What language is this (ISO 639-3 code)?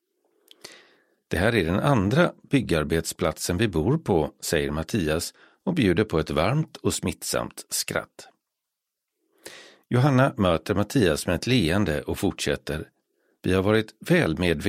swe